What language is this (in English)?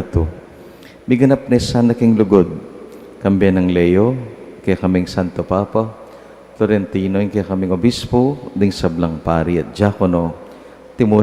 Pampanga